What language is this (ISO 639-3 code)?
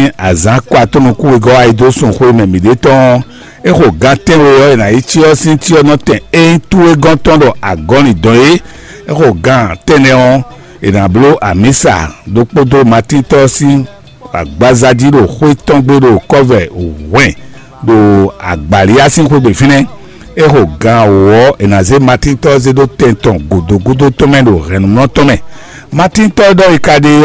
fon